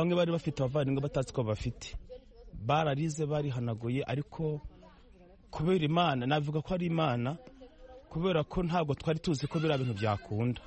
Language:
Kinyarwanda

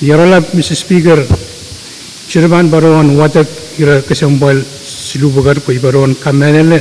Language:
Pohnpeian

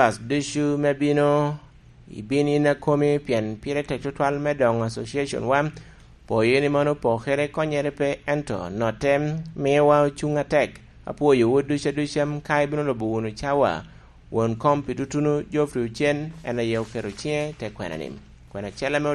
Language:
Lango (Uganda)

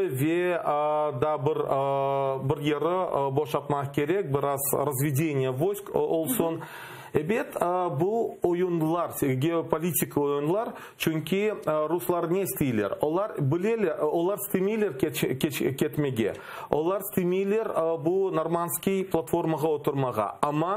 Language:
Crimean Tatar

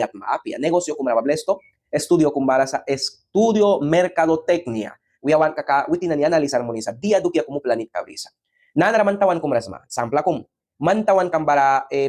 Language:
Mískito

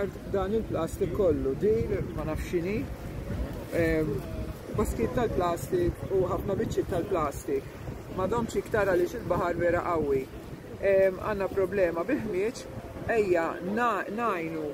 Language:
Maltese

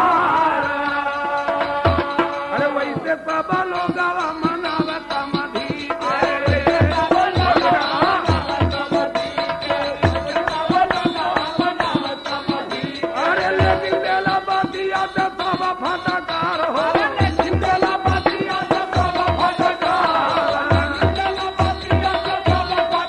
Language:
Bhojpuri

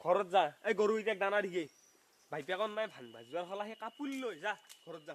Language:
Assamese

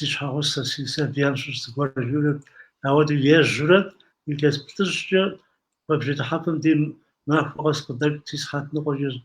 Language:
Kabardian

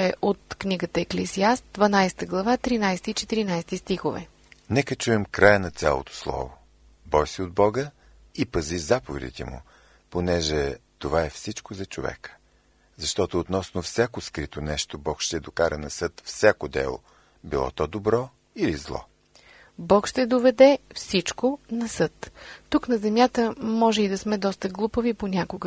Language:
Bulgarian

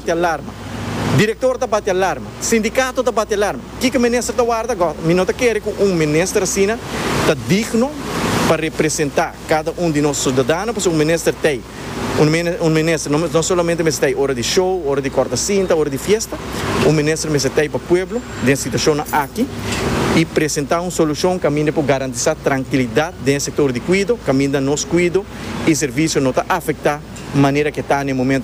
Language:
Papiamento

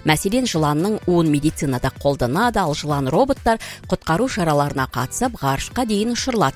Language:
Kazakh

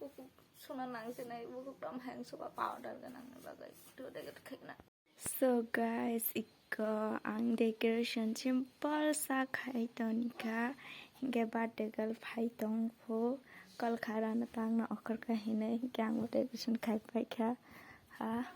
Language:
Kok Borok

